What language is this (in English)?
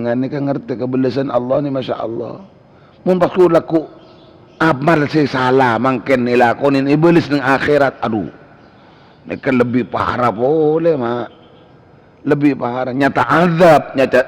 Madurese